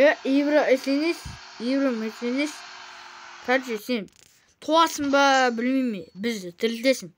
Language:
Kazakh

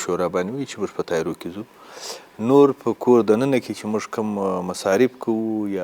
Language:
Pashto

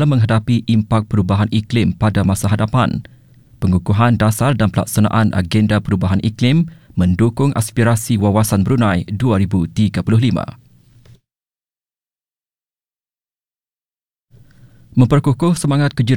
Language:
Malay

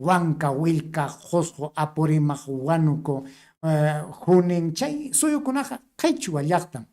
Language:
Ayacucho Quechua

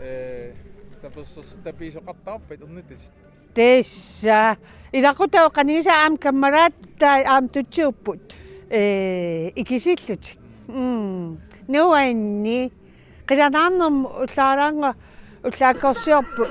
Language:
Kalaallisut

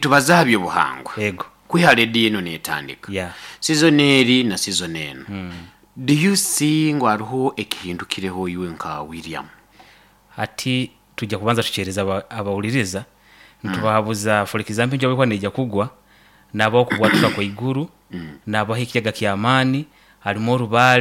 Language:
Nyankole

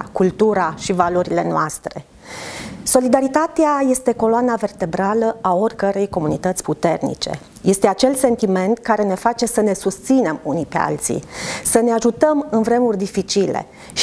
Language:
Romanian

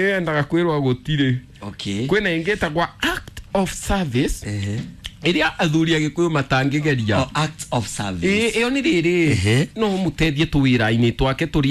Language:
Kikuyu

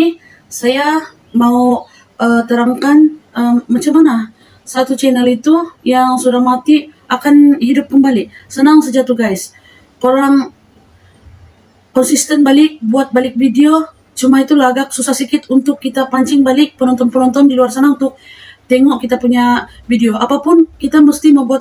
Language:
Malay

